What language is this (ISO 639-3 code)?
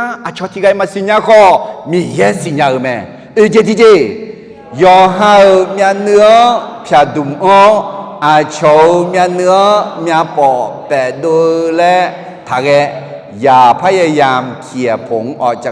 ahk